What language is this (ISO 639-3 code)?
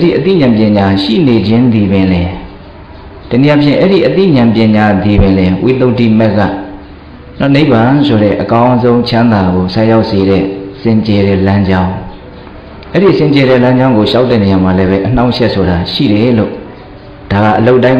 mya